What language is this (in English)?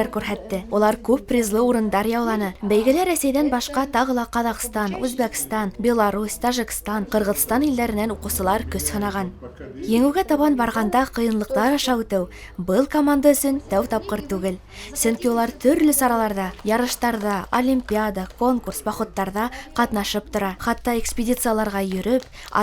Bashkir